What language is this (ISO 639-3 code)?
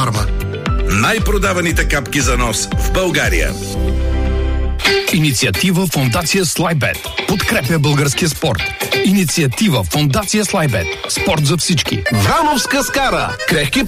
bul